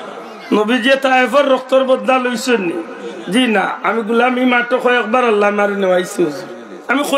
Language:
Sylheti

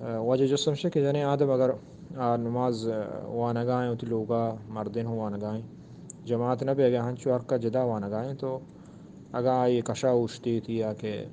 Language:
Eastern Balochi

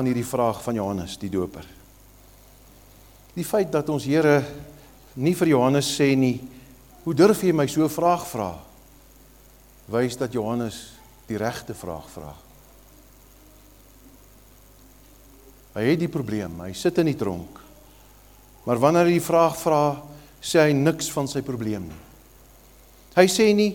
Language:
Afrikaans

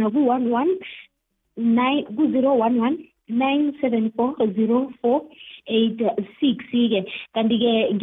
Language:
South Ndebele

